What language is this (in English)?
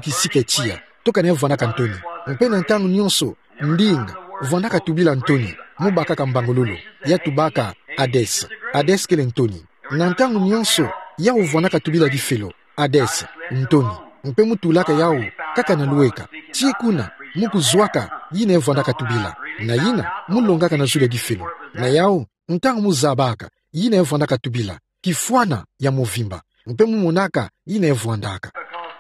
Kituba (Democratic Republic of Congo)